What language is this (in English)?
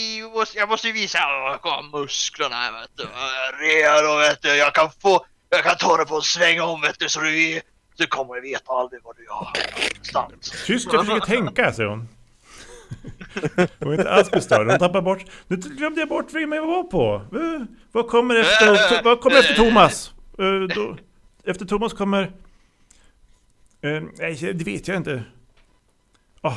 Swedish